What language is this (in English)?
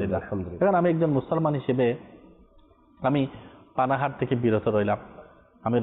Bangla